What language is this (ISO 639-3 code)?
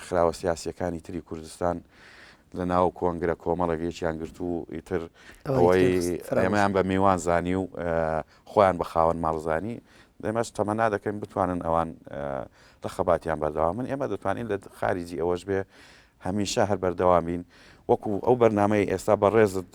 ckb